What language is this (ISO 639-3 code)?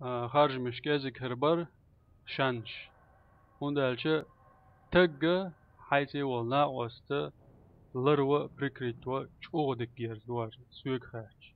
che